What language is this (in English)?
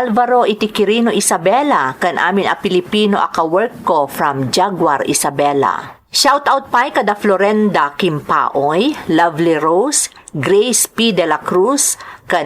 Iloko